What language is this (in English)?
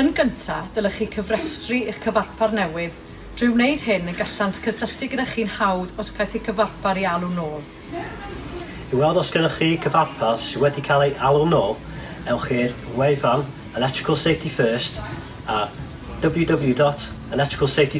Welsh